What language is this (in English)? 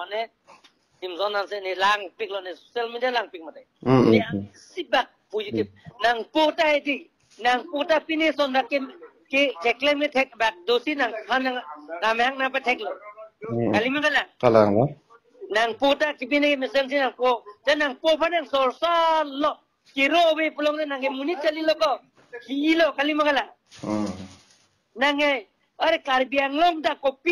Karbi